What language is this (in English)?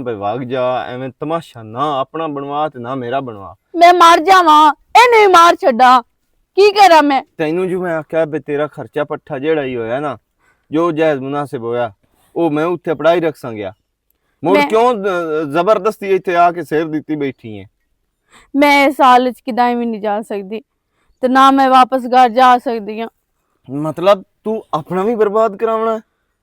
Western Panjabi